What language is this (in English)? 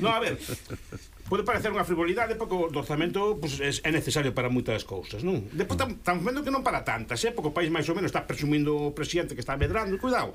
Galician